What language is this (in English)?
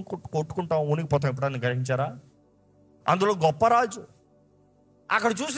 Telugu